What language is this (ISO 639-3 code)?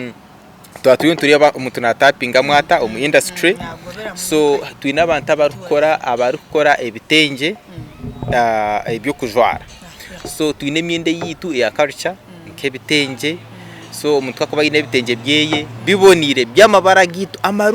nyn